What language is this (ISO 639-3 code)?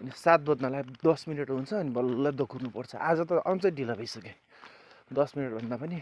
nep